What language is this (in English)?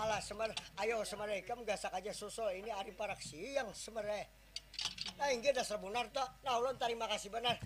Banjar